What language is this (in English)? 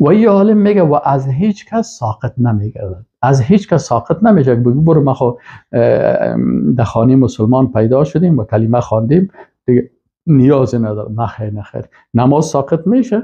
Persian